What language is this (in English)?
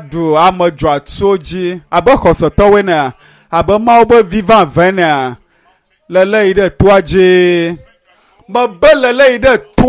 Ewe